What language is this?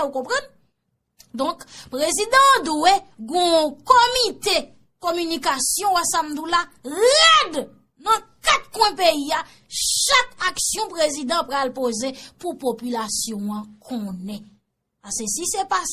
Haitian Creole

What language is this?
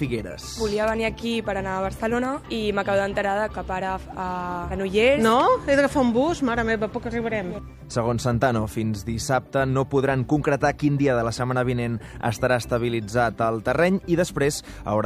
Catalan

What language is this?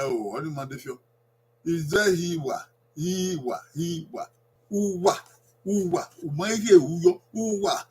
Bini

